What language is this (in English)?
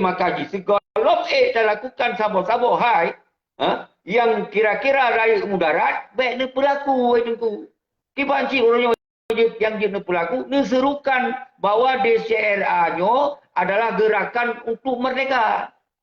Achinese